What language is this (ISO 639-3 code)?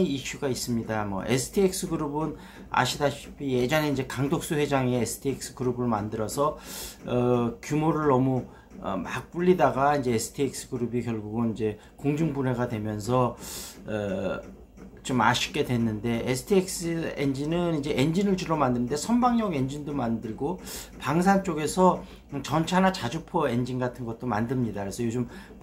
kor